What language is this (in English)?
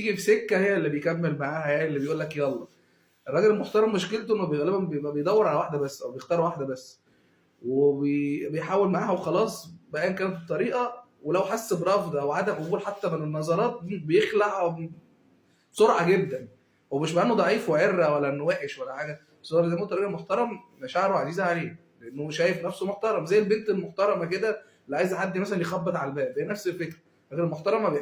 Egyptian Arabic